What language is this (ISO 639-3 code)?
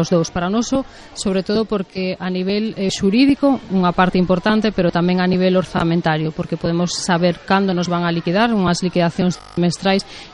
glg